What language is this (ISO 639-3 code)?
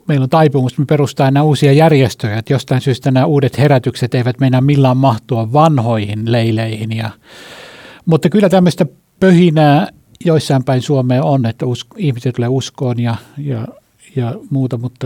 fin